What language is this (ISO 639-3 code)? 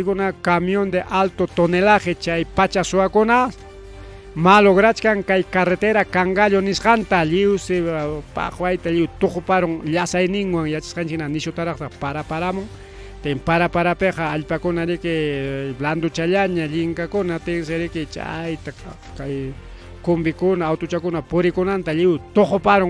quy